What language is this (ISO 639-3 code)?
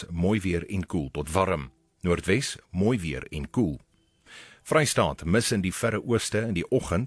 afr